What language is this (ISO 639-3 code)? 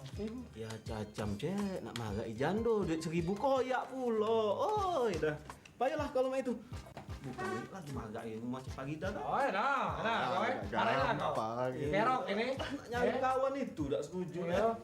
mui